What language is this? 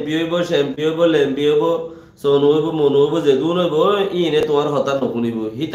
Rohingya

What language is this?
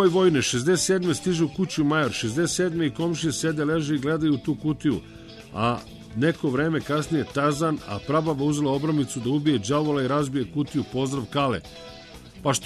Serbian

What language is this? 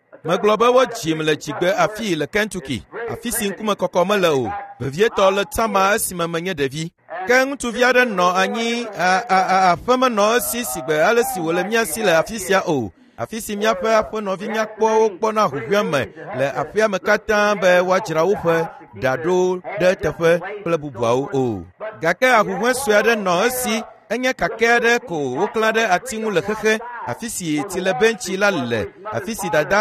Ewe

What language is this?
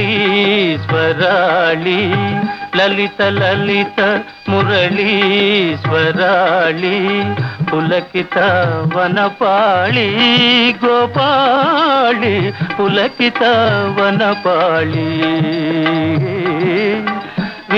Telugu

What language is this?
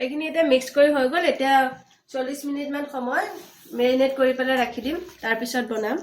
Assamese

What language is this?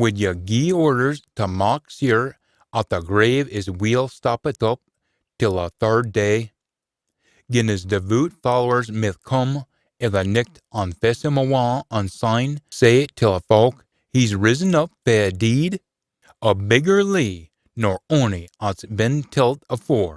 Scots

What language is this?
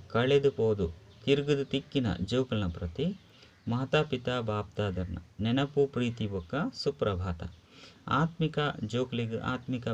Tulu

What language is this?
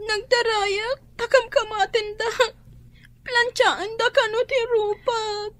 Iloko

